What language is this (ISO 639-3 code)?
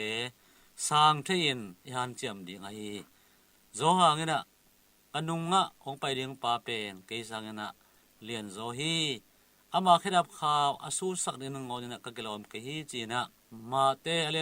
ctd